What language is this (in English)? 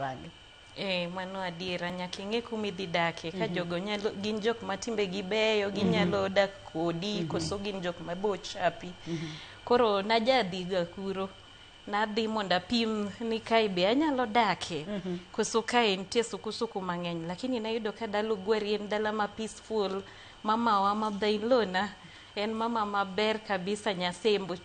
Luo (Kenya and Tanzania)